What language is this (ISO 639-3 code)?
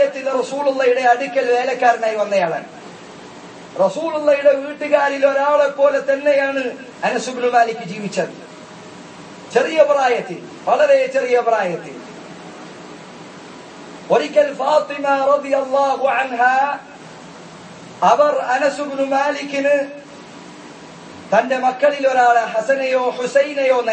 mal